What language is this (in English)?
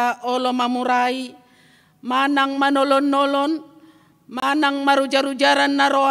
Batak Toba